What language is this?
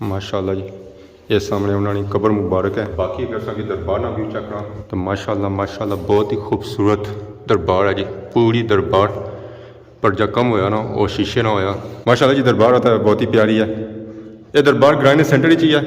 Pahari-Potwari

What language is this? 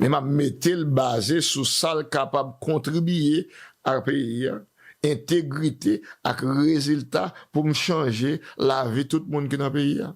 Haitian Creole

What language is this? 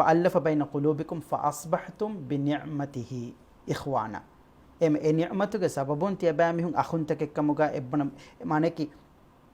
Divehi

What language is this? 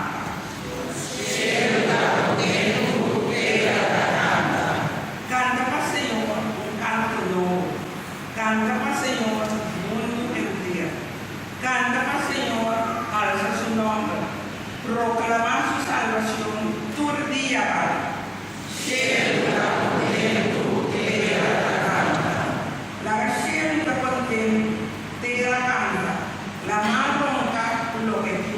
Papiamento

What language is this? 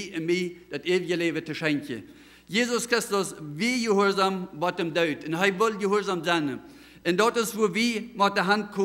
Plautdietsch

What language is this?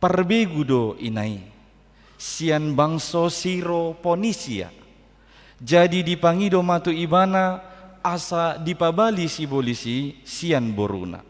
Batak Toba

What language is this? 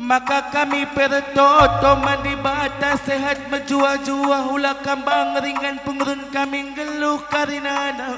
Batak Karo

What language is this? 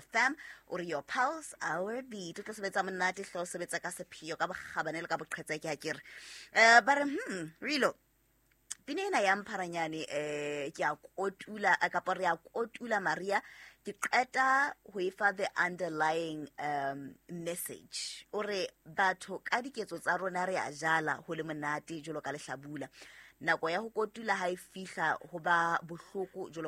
Southern Sotho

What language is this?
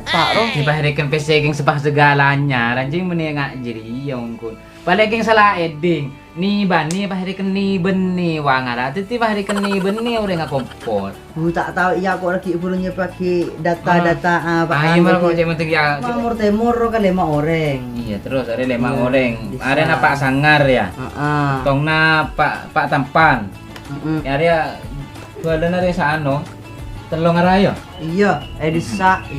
Madurese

